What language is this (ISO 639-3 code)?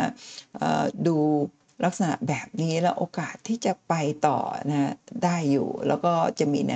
tha